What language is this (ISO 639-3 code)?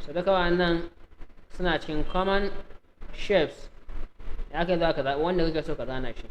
hau